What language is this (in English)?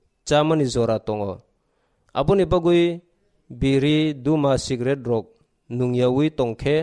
Kok Borok